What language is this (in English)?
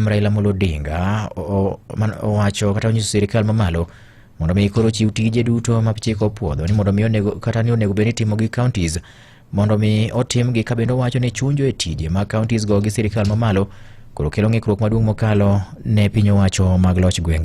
Luo (Kenya and Tanzania)